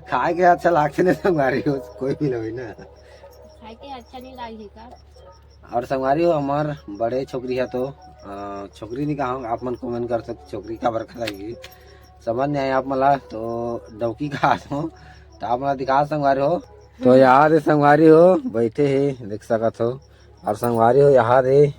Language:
Chhattisgarhi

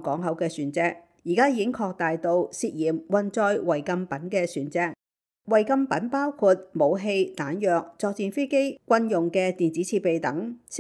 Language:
Cantonese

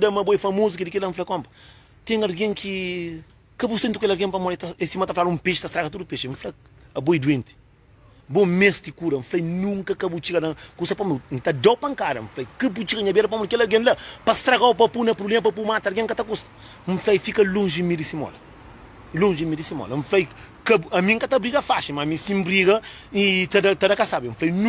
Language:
Kabuverdianu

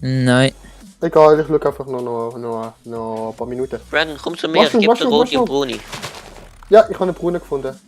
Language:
Swiss German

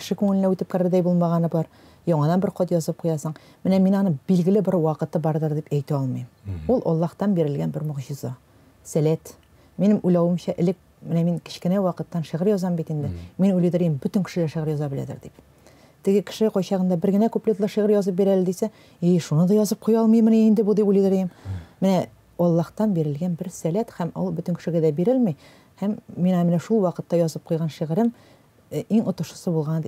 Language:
Tatar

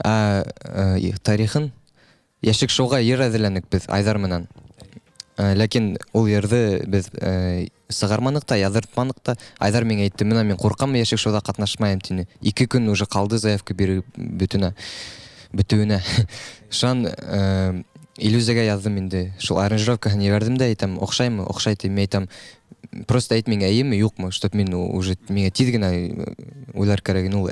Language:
Bashkir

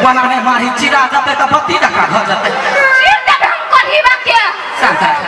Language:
Maithili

